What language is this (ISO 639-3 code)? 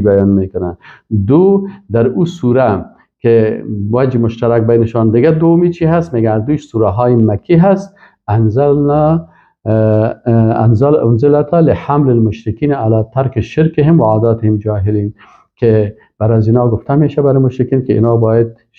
fas